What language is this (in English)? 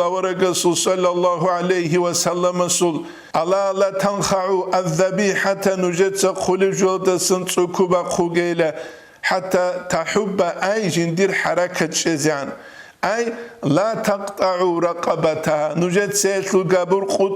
Avaric